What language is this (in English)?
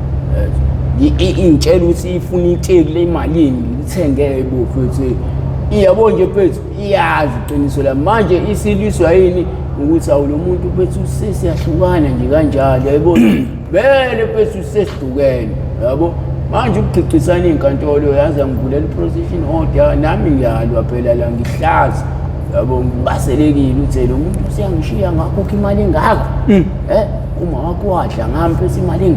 Zulu